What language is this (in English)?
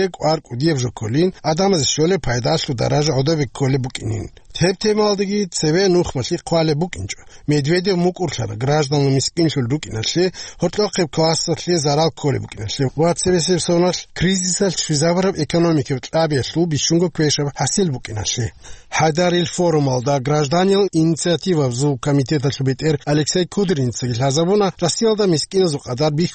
Avaric